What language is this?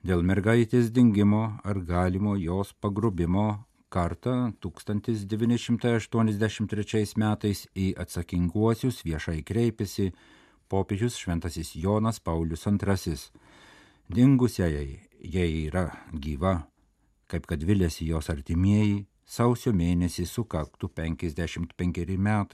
Lithuanian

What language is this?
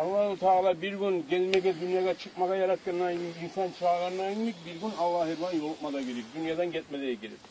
Kumyk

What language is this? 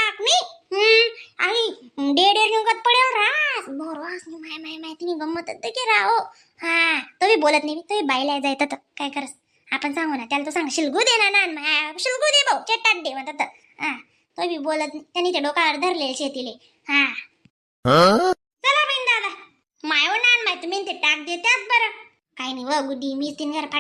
Khandesi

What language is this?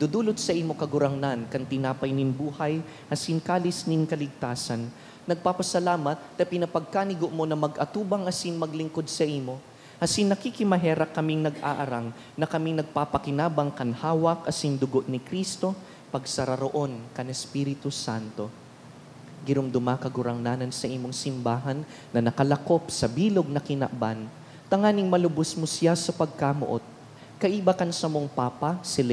Bikol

